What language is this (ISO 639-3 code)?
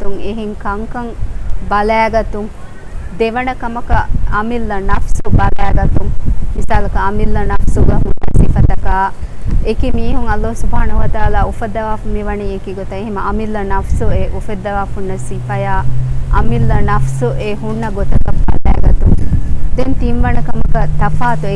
div